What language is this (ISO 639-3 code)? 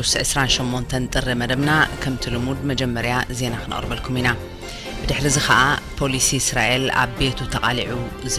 tir